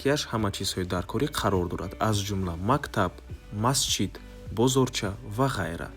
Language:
Tajik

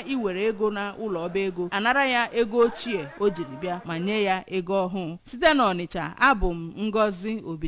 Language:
Igbo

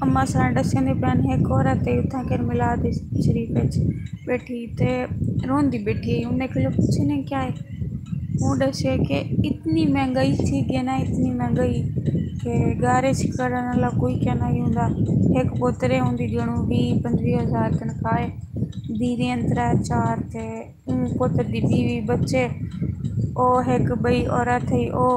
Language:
Saraiki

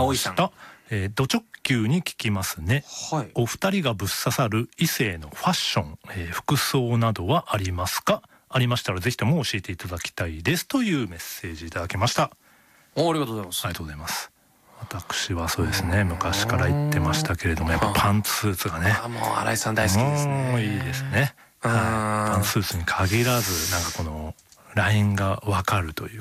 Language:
Japanese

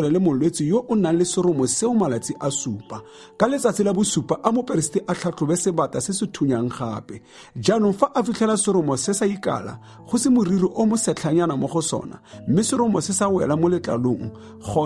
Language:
Tswana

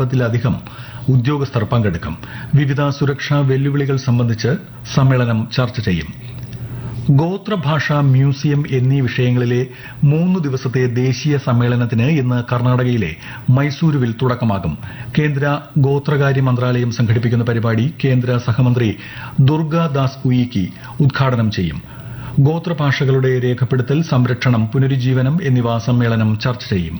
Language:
Malayalam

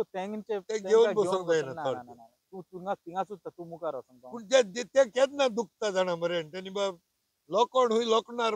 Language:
Konkani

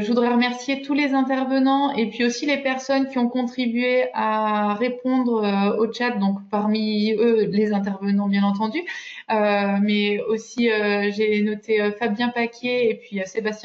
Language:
French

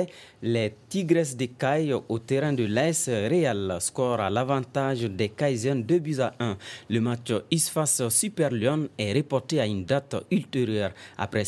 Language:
French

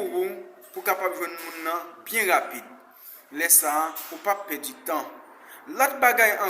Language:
Haitian Creole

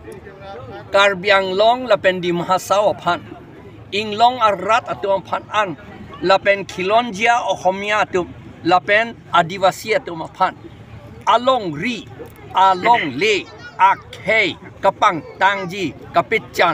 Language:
Karbi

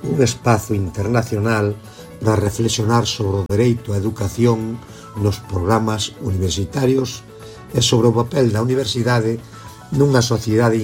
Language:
Galician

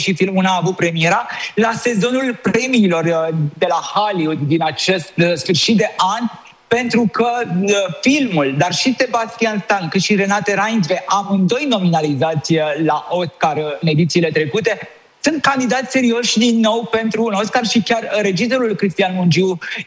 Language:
Romanian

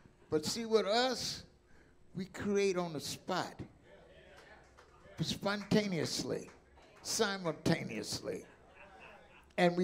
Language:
English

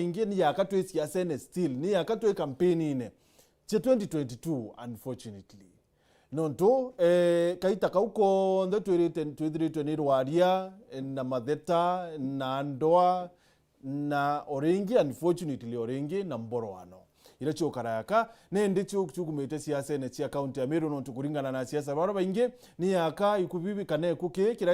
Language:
Meru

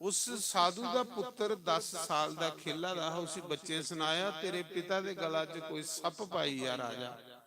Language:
Dogri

